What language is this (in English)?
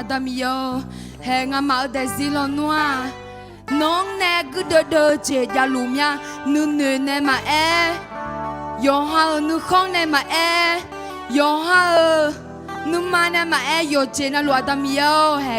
Akha